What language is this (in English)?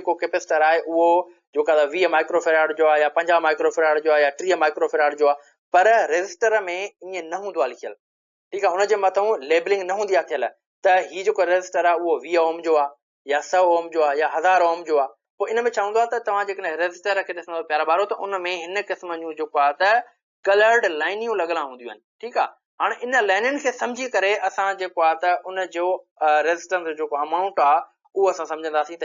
Sindhi